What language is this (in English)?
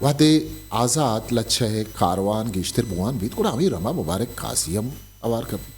Eastern Balochi